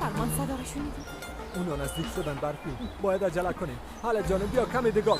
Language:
Persian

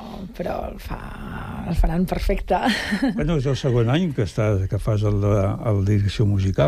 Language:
Catalan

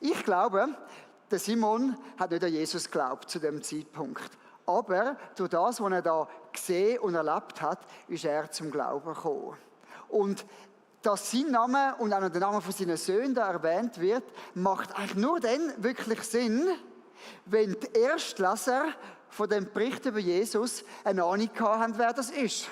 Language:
Swiss German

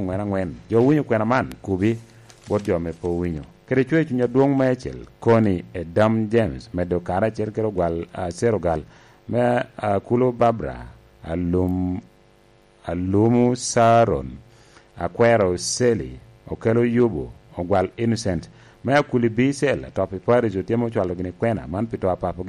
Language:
Lango (Uganda)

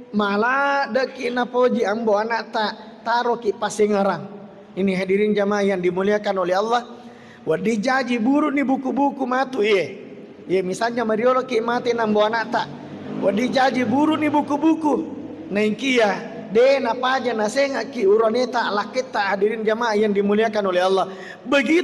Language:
Buginese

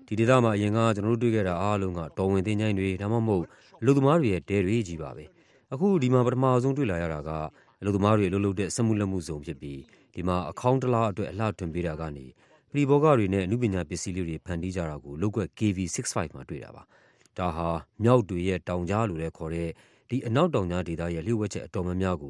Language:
Burmese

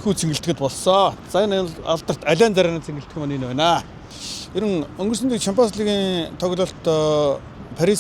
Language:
Mongolian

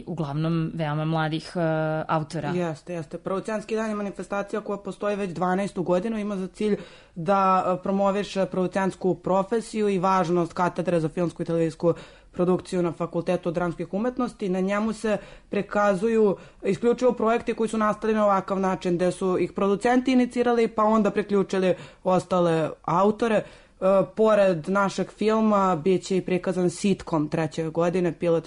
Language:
Serbian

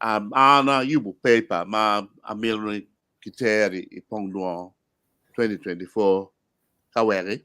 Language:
Acoli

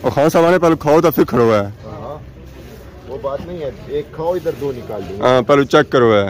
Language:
Pahari-Potwari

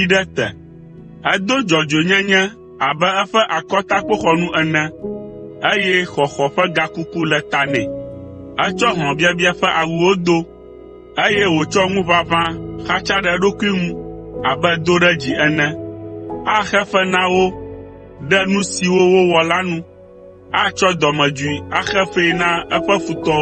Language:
Ewe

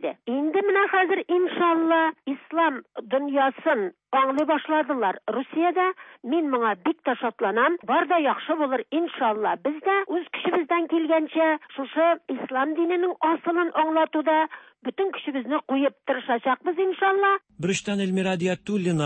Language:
Tatar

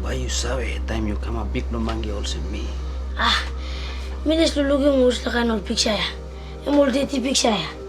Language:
Tok Pisin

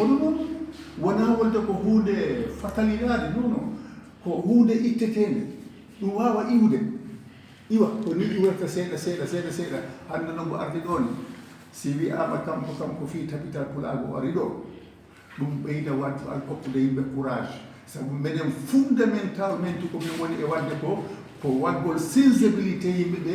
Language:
Fula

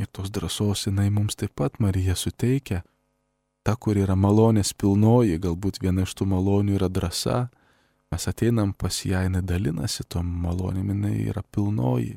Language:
Lithuanian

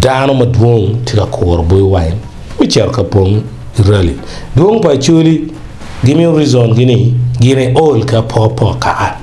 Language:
Acoli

